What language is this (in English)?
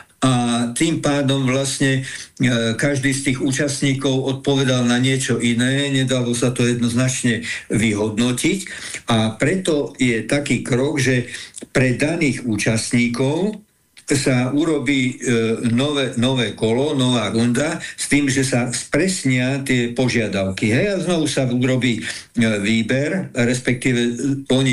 Slovak